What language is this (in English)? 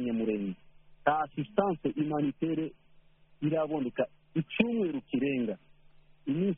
Kinyarwanda